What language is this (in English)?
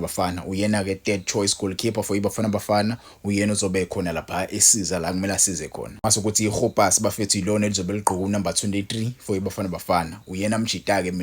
Zulu